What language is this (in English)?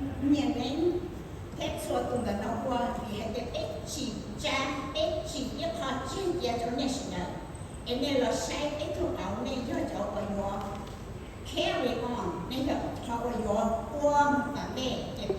Hmong